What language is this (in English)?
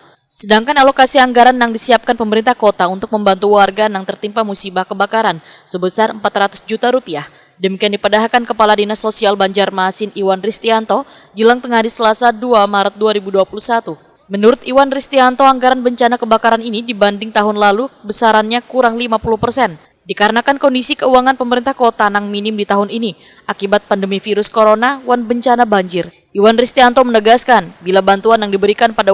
Banjar